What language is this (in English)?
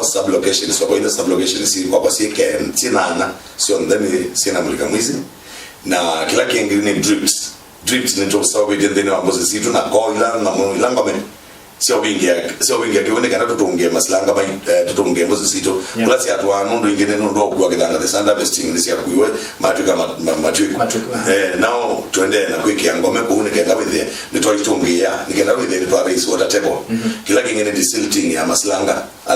Kamba